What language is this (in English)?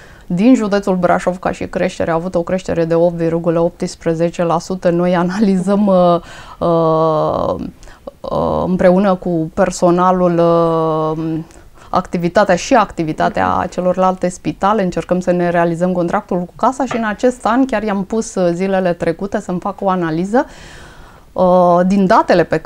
Romanian